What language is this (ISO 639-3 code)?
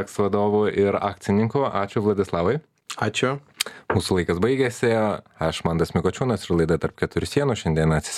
lit